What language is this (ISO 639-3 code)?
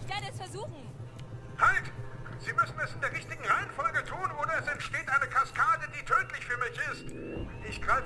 bar